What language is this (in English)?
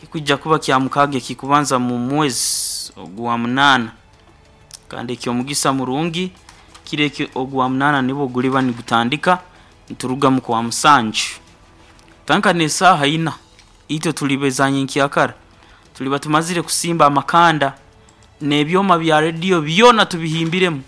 Nyoro